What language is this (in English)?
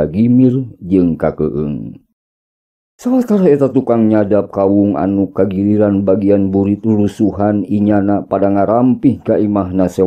Sundanese